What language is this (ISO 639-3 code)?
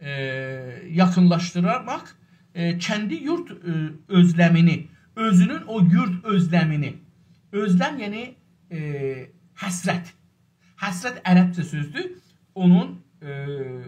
azb